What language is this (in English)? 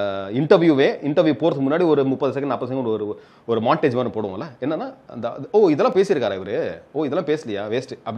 Tamil